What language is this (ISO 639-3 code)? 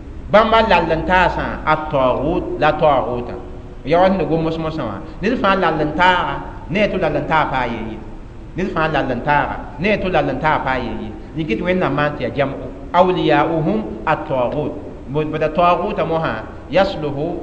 mos